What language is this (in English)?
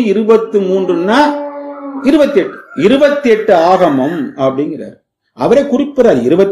Tamil